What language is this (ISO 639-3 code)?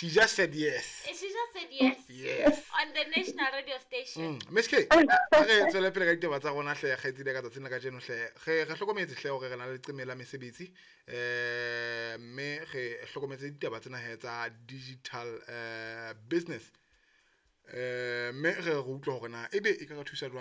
sot